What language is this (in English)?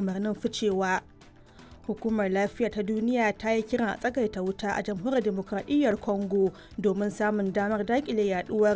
Hausa